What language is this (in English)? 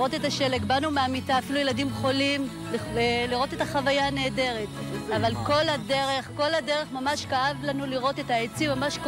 Hebrew